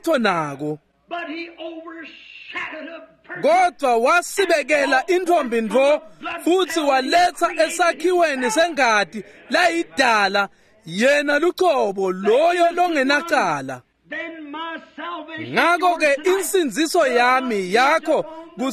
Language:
Swati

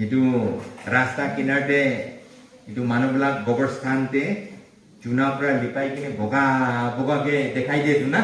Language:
Naga Pidgin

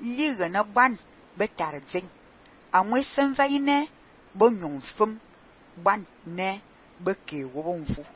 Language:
Fang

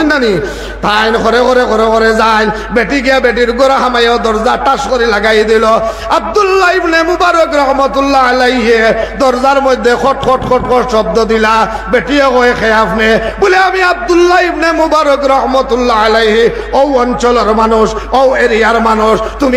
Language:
Sylheti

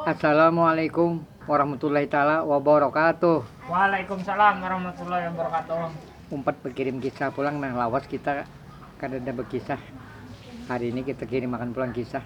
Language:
Banjar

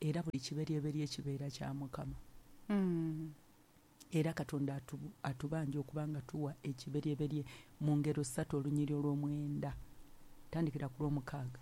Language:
Ganda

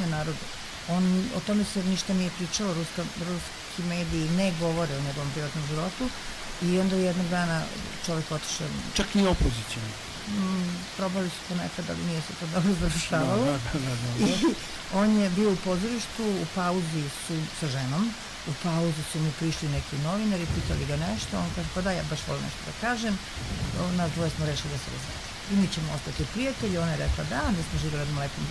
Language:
Serbian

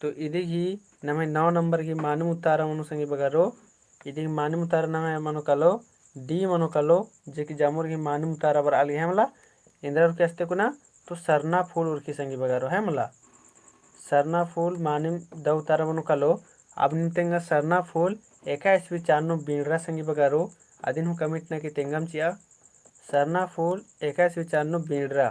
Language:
Kurukh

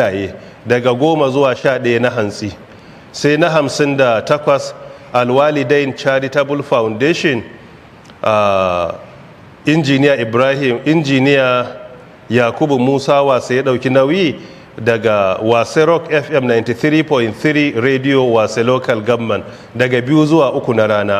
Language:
Hausa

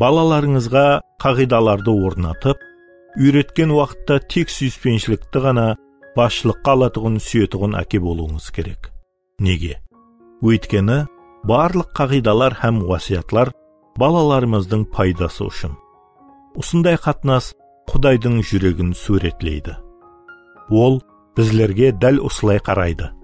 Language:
Kara-Kalpak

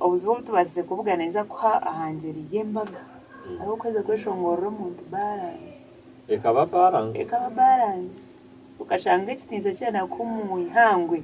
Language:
Nyankole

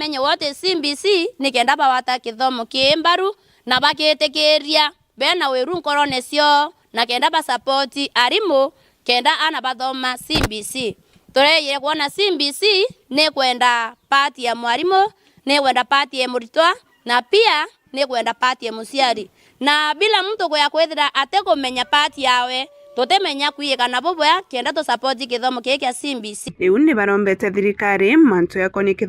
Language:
Meru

